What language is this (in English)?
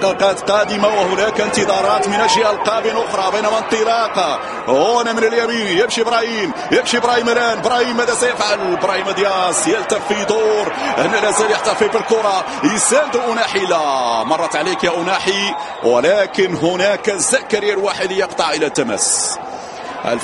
Arabic